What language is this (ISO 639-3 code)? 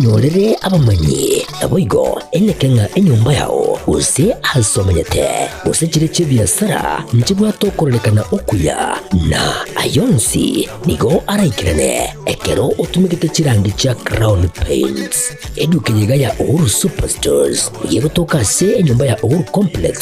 guz